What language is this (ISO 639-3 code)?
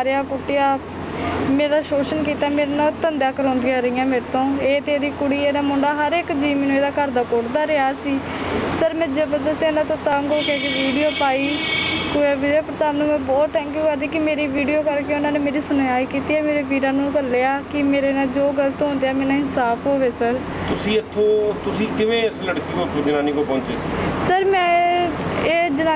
pan